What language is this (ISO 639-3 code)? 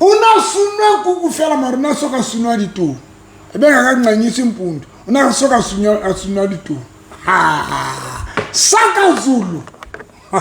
sot